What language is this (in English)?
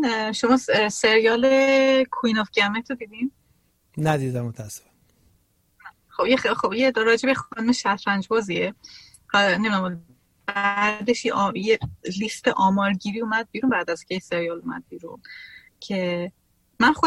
Persian